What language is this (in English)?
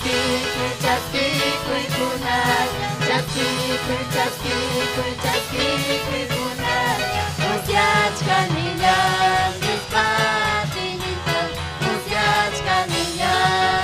Ayacucho Quechua